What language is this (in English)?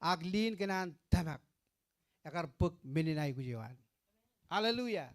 Marshallese